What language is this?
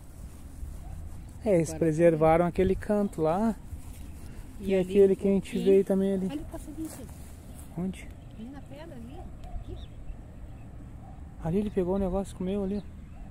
Portuguese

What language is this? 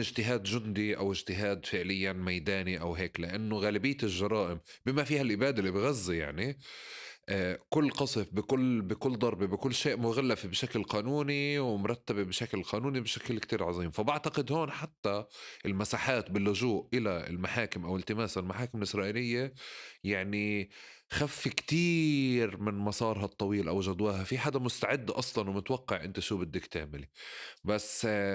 North Levantine Arabic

